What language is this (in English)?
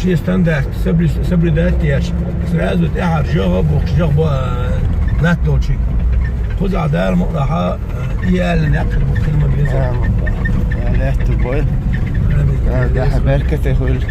Chechen